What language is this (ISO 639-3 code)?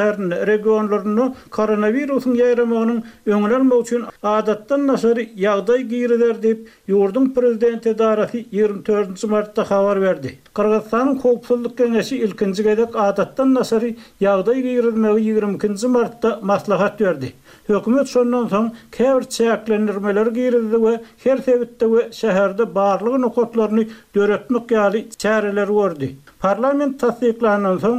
tuk